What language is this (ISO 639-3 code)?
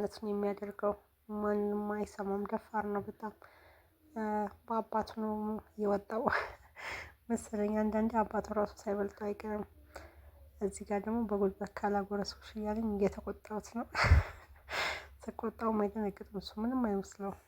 amh